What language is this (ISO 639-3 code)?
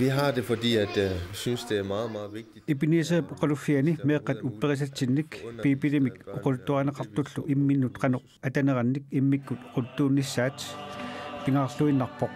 kal